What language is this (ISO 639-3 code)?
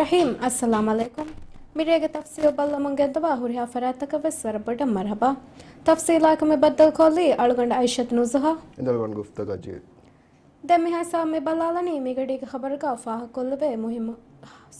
div